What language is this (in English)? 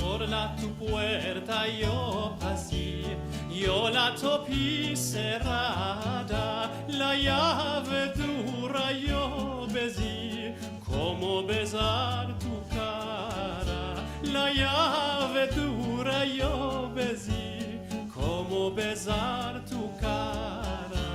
Ladino